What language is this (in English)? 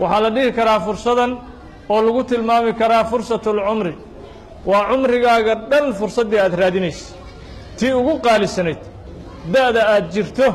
Somali